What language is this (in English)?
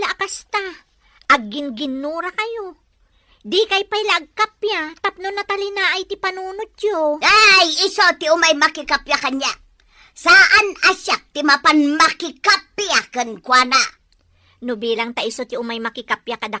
Iloko